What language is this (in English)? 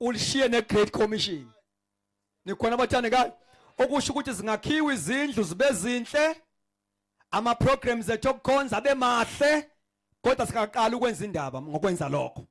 Zulu